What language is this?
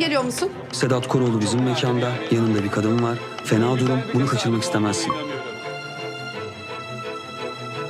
Turkish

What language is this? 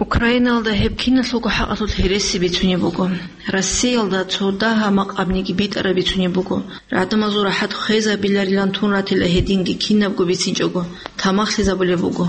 Avaric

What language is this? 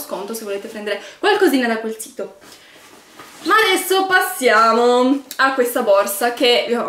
Italian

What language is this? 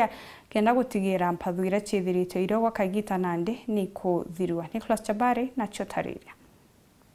Meru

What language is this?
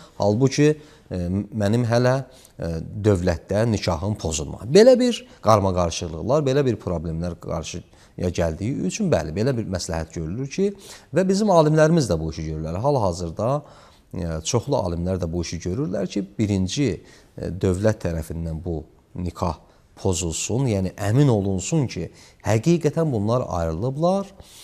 Azerbaijani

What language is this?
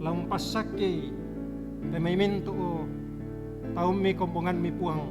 Toraja-Sa'dan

